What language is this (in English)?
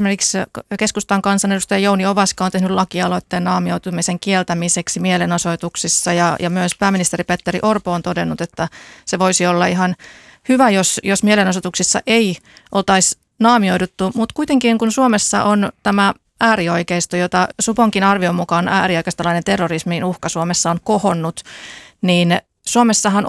Finnish